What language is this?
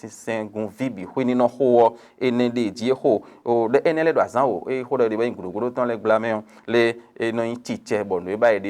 Fon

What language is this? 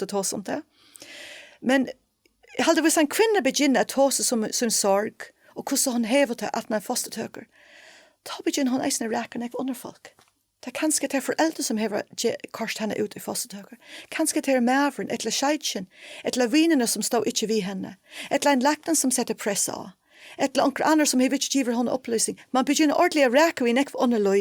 Faroese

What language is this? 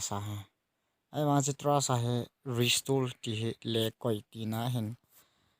Thado Chin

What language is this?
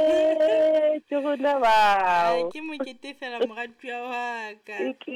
Southern Sotho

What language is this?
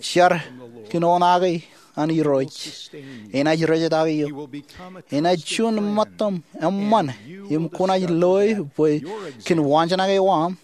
Marshallese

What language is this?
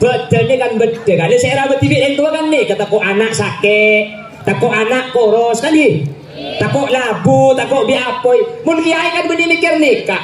Madurese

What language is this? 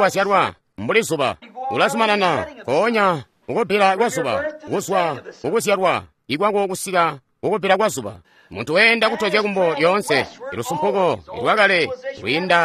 Tonga (Zambia)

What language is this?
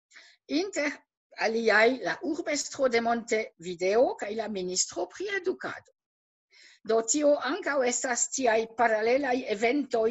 Esperanto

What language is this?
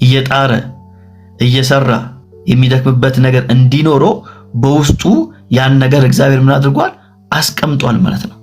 Amharic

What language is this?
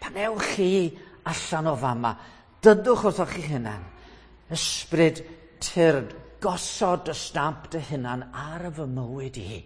Welsh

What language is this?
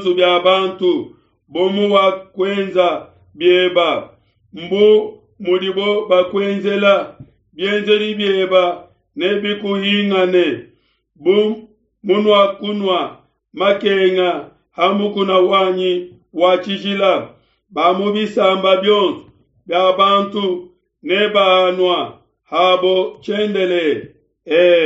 Luba-Lulua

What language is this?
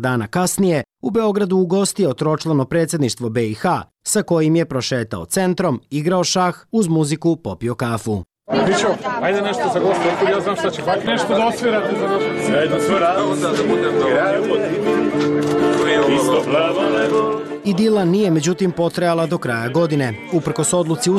Bosnian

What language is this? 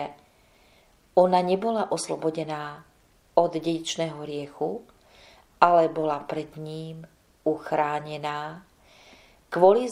Slovak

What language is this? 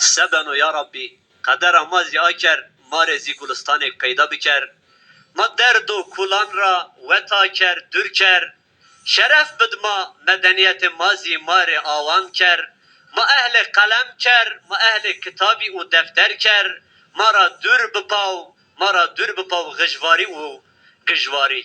Zaza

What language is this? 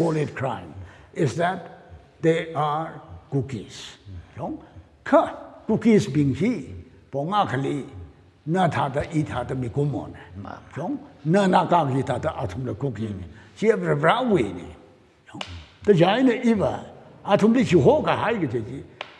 Tangkhul Naga (India)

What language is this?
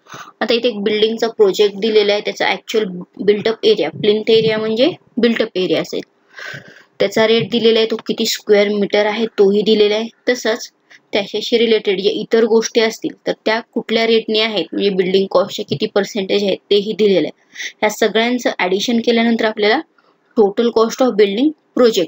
Marathi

